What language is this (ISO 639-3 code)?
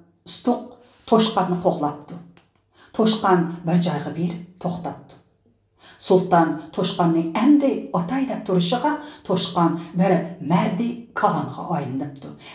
uig